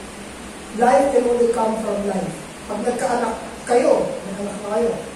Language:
Filipino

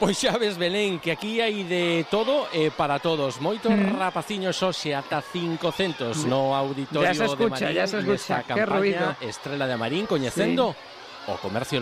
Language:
Galician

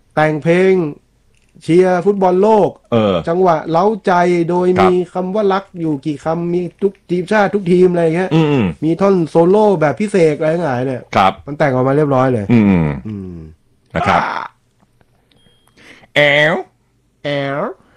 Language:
Thai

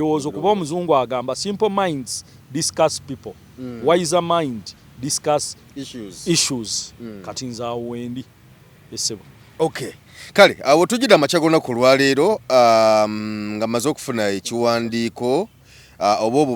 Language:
Ganda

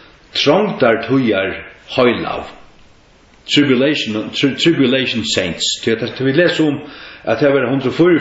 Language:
Faroese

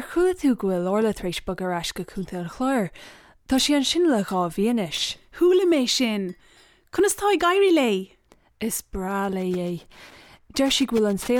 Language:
Irish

